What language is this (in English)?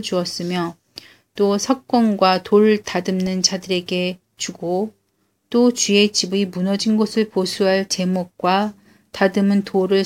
Korean